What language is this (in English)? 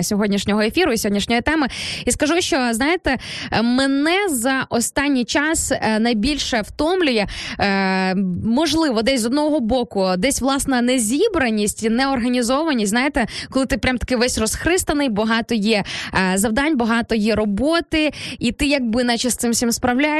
Ukrainian